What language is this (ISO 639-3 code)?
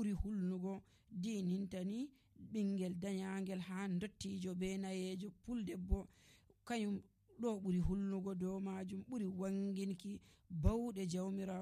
fuv